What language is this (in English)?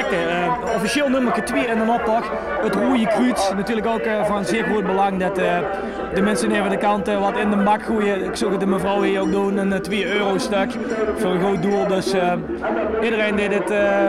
Limburgish